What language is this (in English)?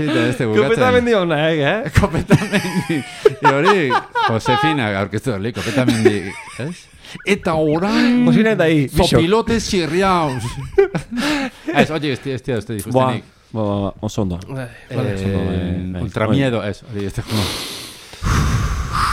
Basque